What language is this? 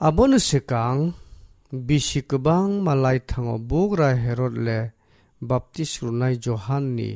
Kok Borok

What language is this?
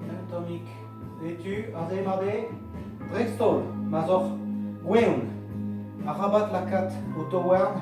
Breton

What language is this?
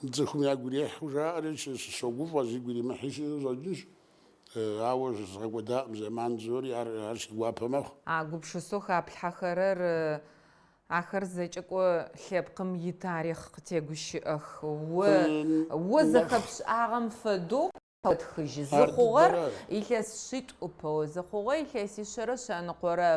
Adyghe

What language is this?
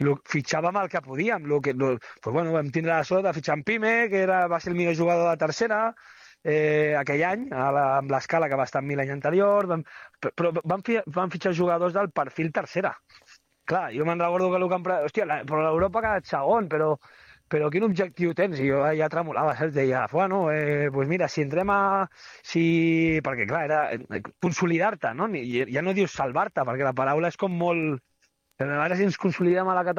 Catalan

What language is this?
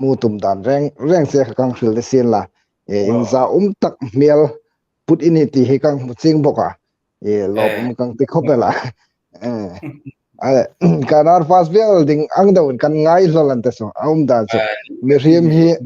Hmar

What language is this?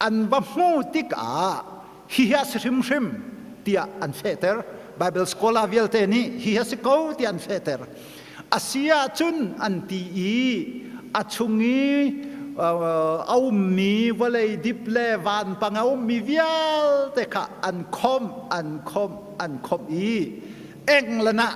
Hakha Chin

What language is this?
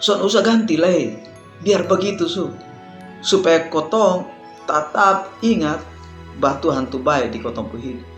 Kupang Malay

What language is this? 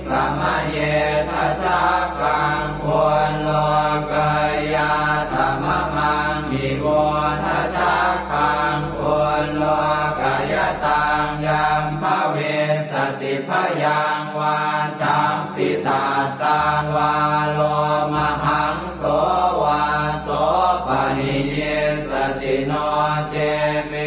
Pali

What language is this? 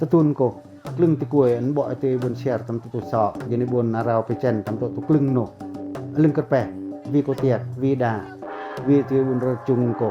Pacoh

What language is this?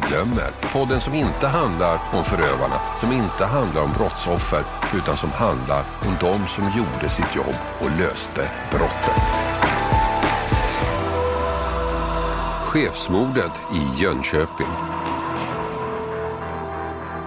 Swedish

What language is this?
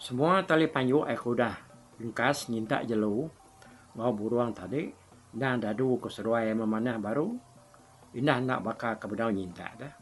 Iban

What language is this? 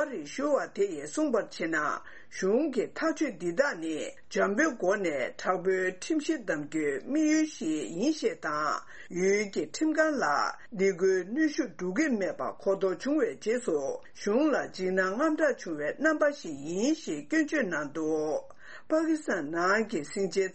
Tibetan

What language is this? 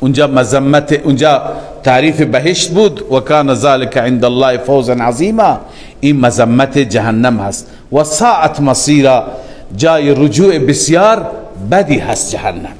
Persian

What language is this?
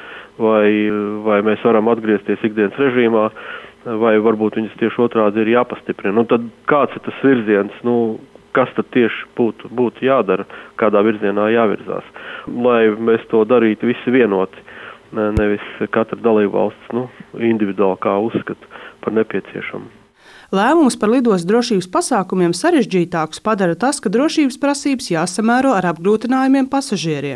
Latvian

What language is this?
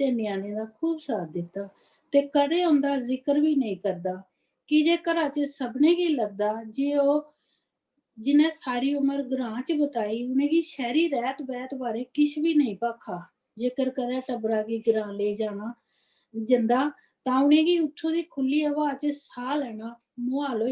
Dogri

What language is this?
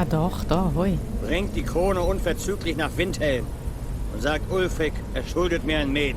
Swiss German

